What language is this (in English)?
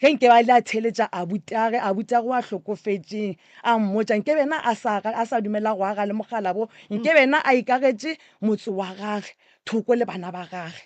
Northern Sotho